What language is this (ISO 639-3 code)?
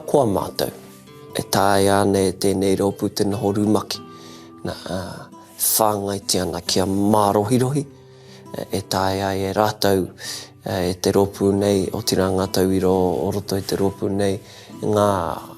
mri